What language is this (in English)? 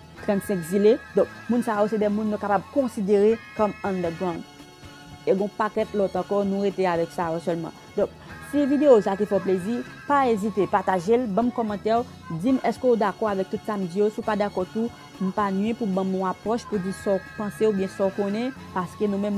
Haitian Creole